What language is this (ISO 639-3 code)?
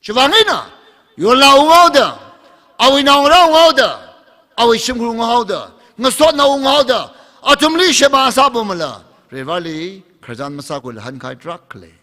nmf